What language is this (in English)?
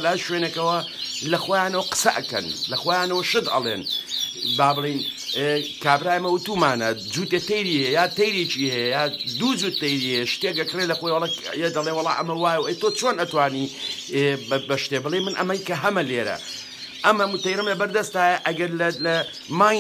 Central Kurdish